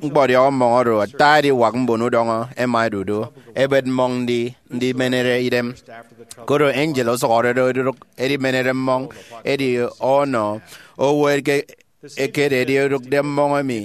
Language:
Efik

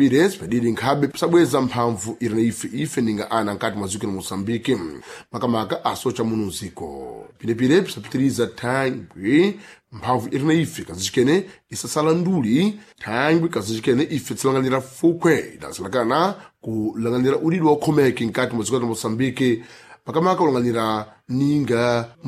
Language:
Sena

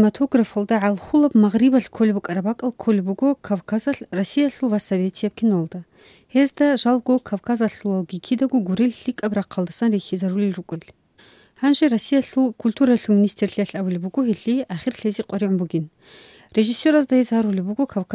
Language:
Avaric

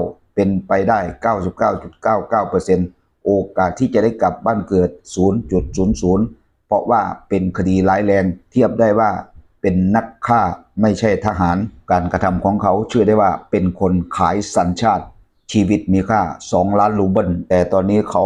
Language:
Lao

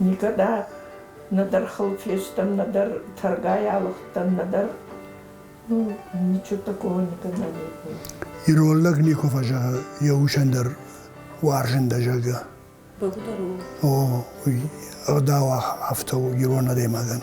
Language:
Ossetic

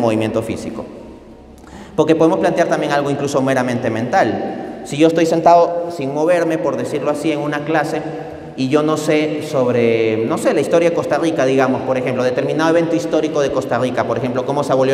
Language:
Spanish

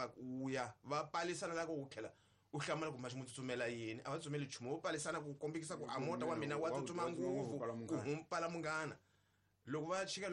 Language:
Tsonga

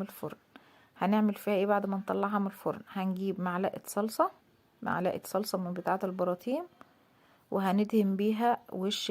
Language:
Egyptian Arabic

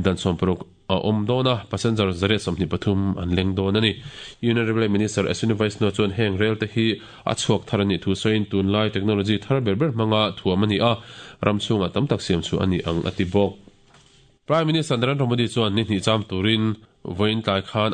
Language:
Mizo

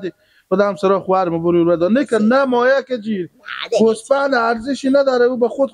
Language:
Persian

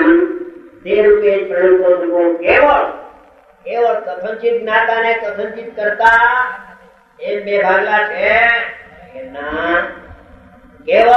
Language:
Gujarati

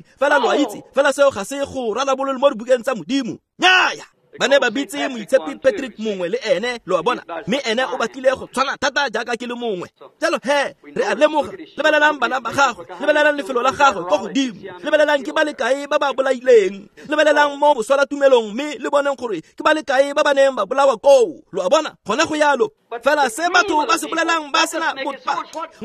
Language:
Tswana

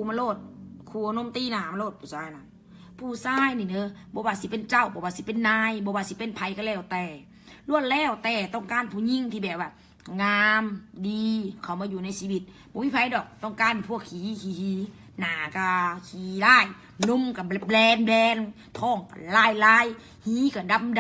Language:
Lao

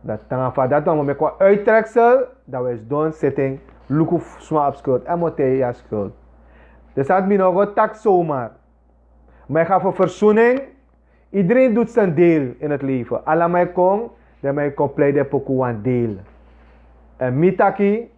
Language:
Sranan Tongo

